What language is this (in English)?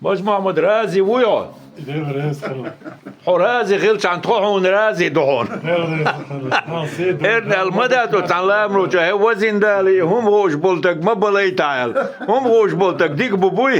Chechen